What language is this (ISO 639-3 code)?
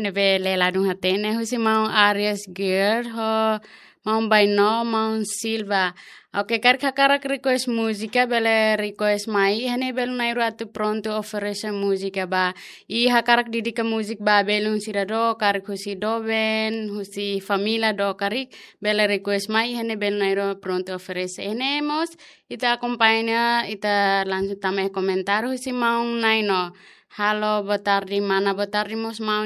tet